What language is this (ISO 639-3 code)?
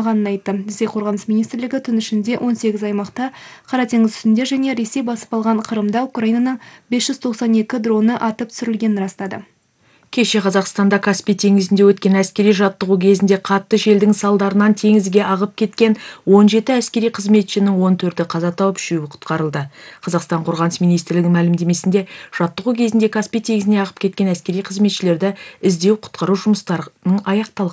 kaz